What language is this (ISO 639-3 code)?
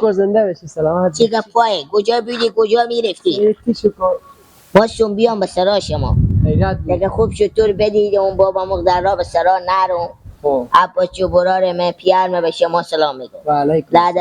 fas